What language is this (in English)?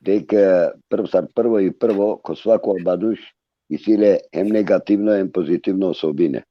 Balkan Romani